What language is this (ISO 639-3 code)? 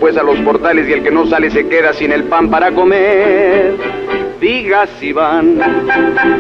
spa